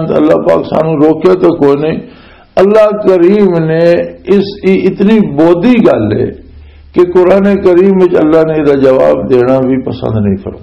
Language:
Western Panjabi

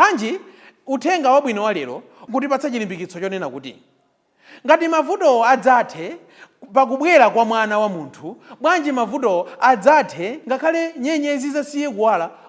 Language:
Nyanja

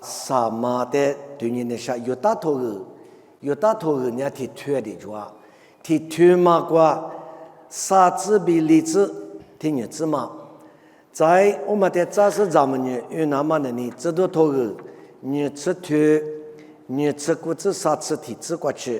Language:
Lisu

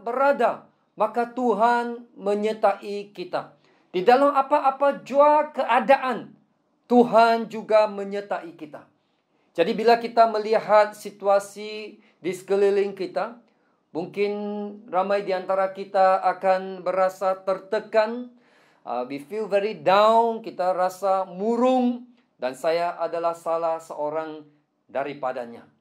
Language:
Malay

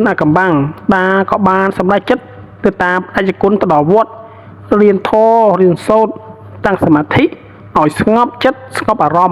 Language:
Khmer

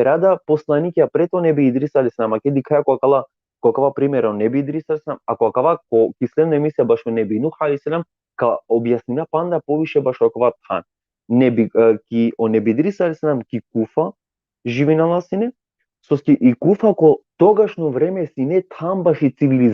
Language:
Balkan Romani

